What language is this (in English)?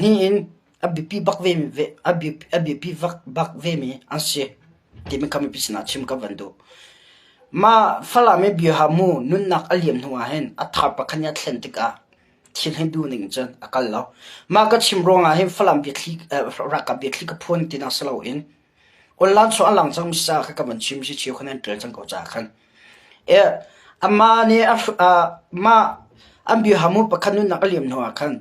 Hakha Chin